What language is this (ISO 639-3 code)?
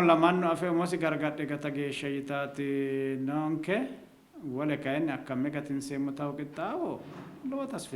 sid